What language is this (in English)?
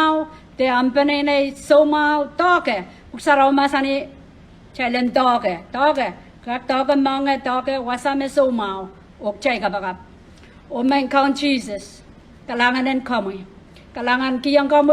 Pohnpeian